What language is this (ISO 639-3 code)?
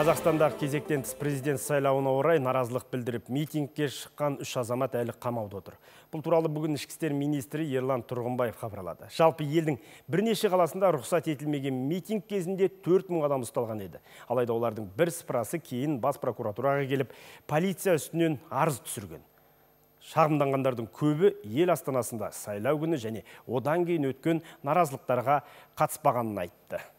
kaz